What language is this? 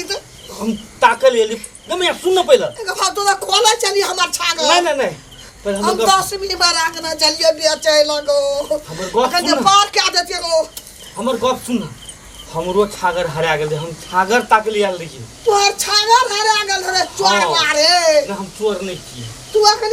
Maithili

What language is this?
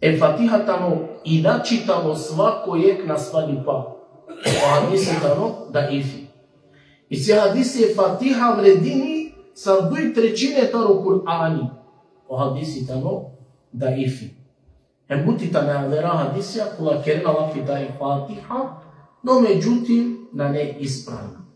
Balkan Romani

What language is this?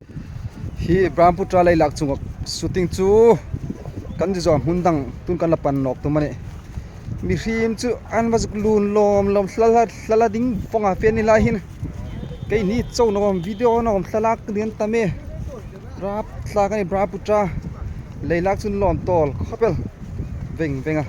Hmar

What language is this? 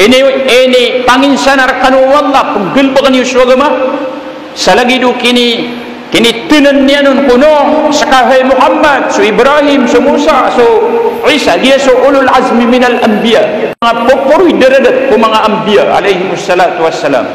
Maranao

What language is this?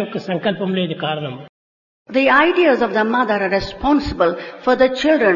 Telugu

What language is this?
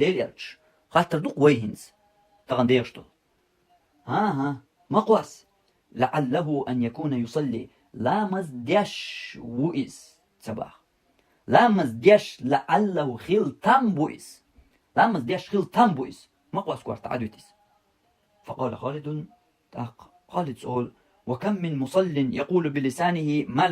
Chechen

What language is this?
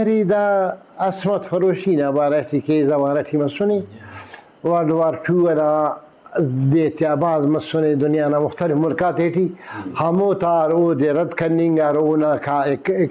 Brahui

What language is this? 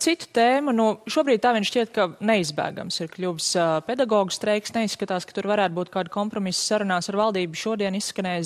Latvian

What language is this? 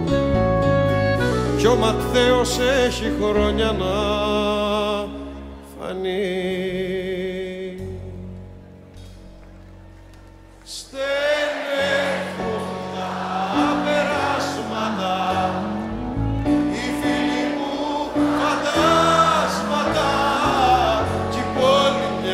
Greek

